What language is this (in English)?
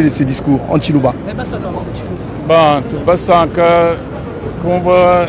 Luba-Lulua